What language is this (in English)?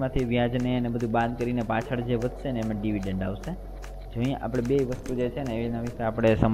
Gujarati